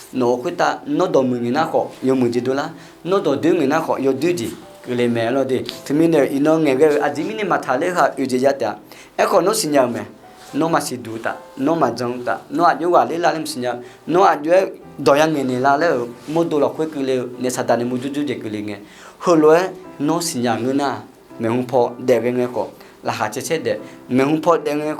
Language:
Akha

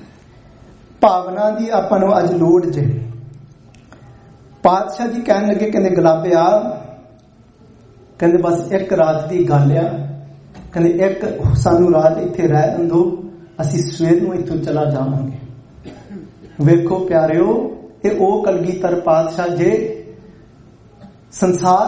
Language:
Punjabi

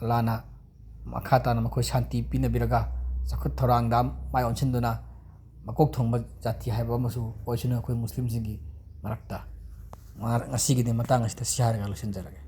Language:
Manipuri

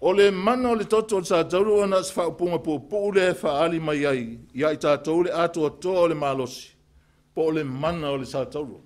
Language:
Samoan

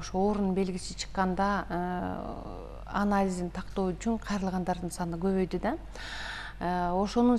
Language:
Kyrgyz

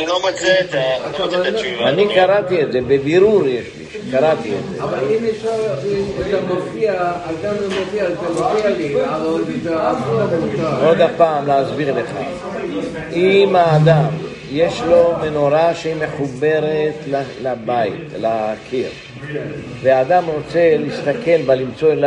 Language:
Hebrew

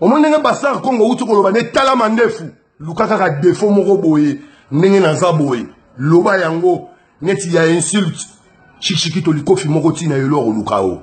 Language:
Lingala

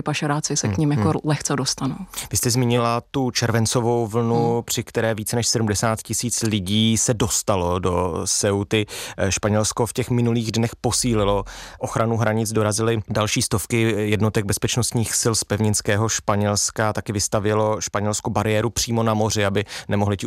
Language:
Czech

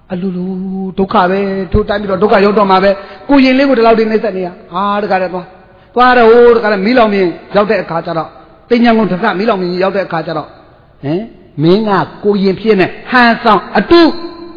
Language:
Burmese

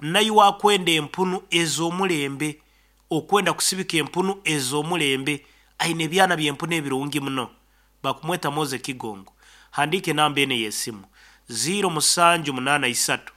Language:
Nyankole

